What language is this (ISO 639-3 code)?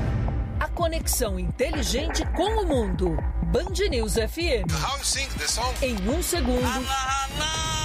por